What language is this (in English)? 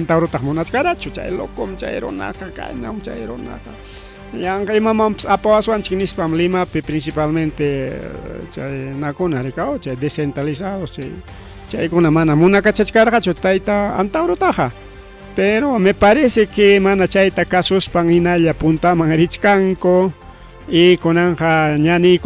Ayacucho Quechua